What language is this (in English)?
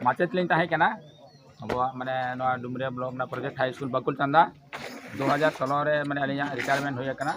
Santali